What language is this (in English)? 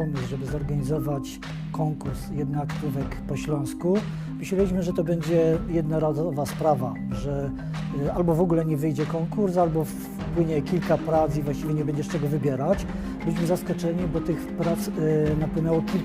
Silesian